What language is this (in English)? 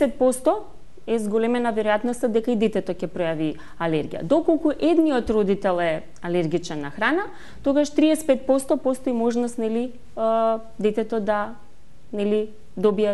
Macedonian